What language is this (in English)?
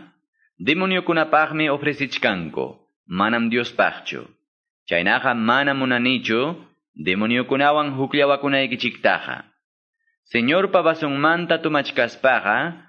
Quechua